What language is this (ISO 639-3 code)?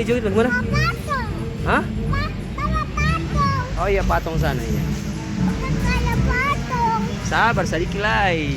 abs